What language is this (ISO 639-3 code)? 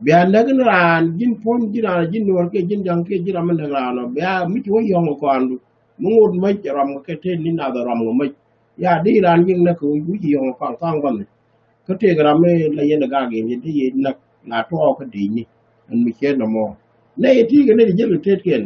nus